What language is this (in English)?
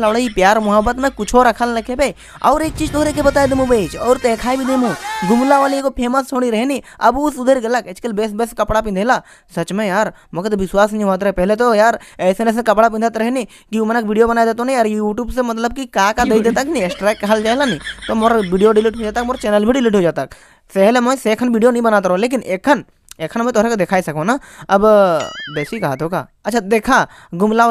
Sadri